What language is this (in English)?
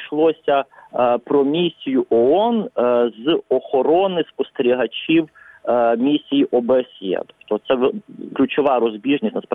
Ukrainian